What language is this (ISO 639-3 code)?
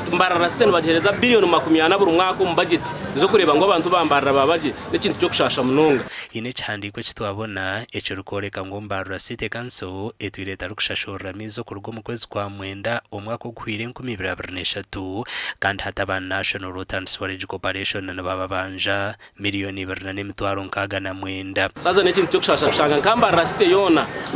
nyn